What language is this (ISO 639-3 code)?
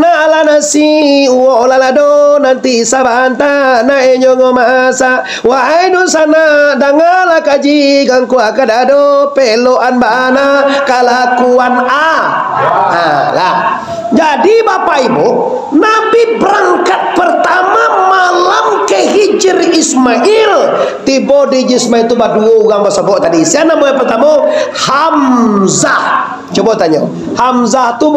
min